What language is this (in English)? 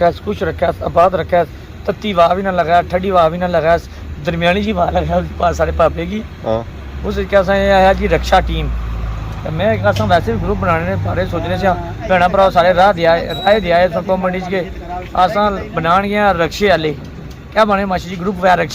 Pahari-Potwari